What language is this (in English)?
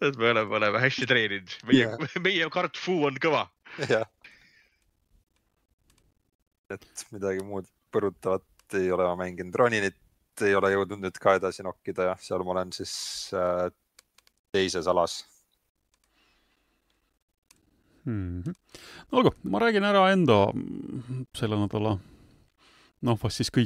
Estonian